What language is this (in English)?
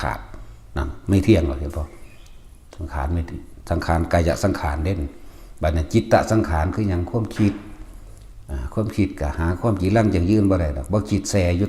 Northeastern Thai